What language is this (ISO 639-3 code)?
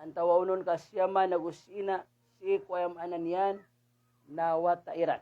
mrw